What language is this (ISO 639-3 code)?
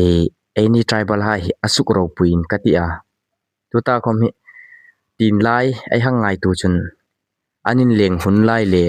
hmr